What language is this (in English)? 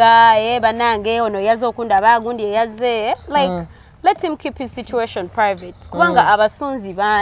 Ganda